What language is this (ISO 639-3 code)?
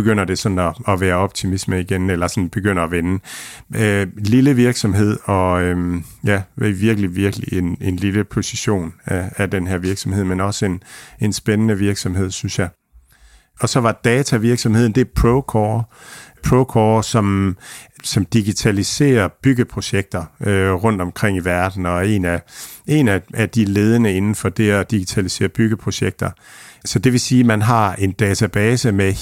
dan